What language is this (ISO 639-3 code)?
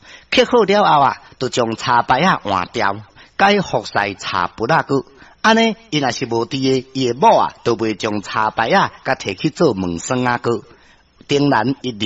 nan